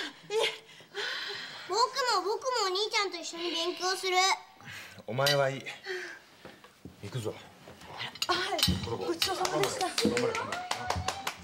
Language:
Japanese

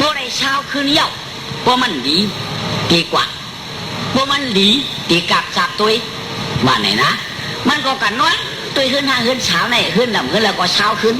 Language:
Shan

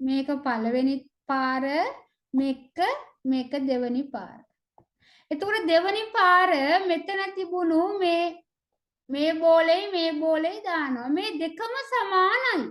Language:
Sinhala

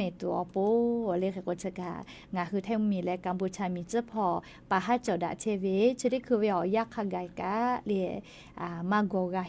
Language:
Lahu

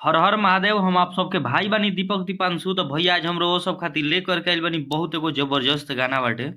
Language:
Bhojpuri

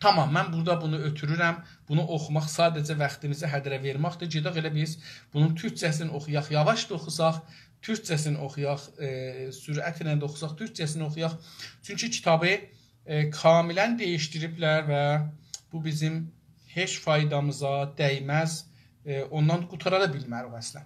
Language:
South Azerbaijani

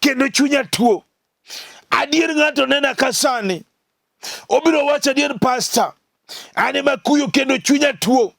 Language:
Luo (Kenya and Tanzania)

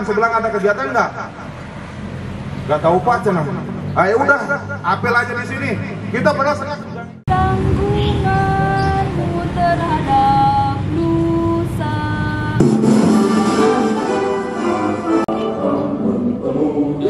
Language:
Indonesian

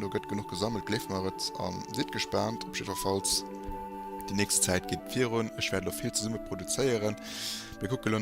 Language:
Luxembourgish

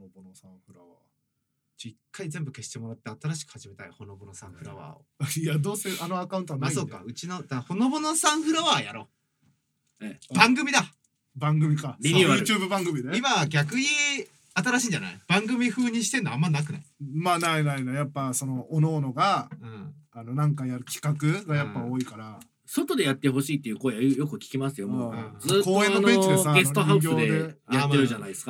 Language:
Japanese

